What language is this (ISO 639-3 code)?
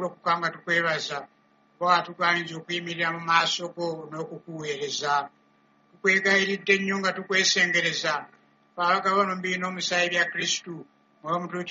lug